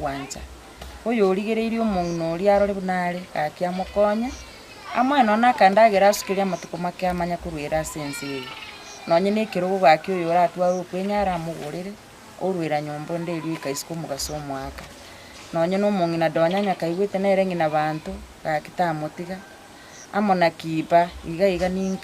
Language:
Gusii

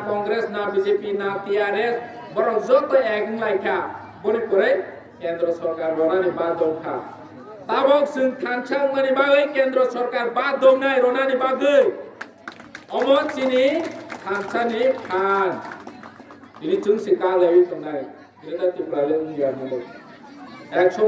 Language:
Kok Borok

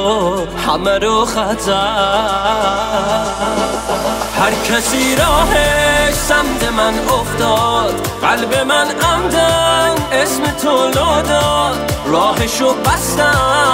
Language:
Persian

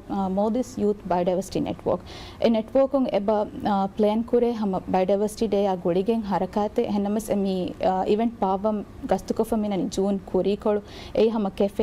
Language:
Divehi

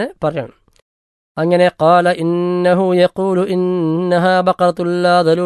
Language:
Malayalam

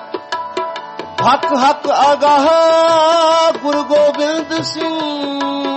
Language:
Punjabi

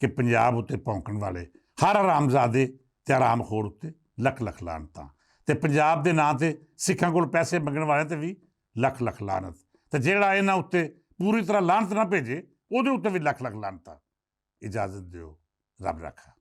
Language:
Western Panjabi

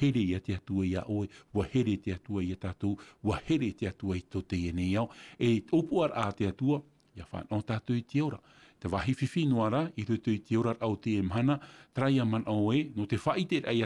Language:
Tahitian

